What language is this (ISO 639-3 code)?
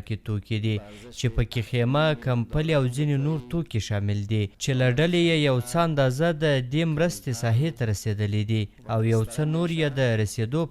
pus